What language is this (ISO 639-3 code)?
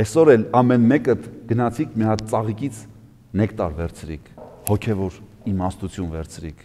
hye